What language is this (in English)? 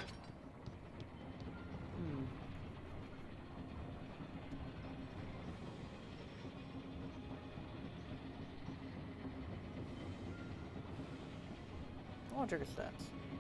English